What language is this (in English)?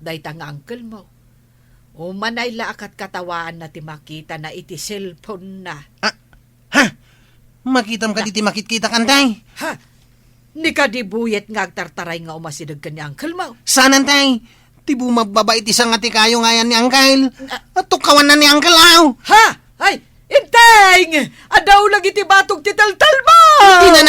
Iloko